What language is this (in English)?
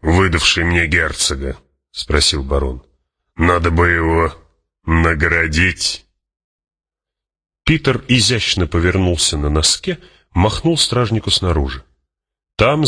Russian